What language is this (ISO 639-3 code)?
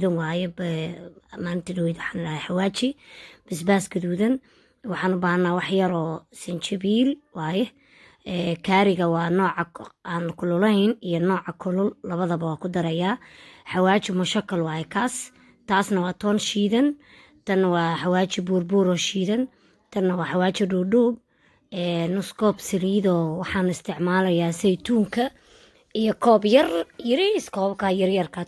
som